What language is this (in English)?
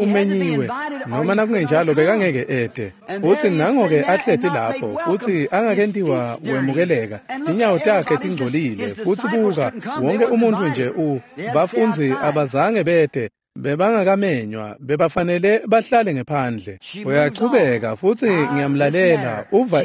Swati